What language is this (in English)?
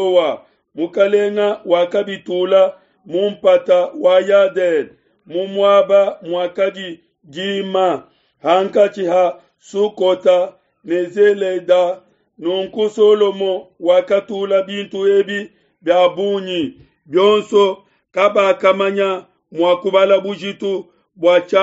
Luba-Lulua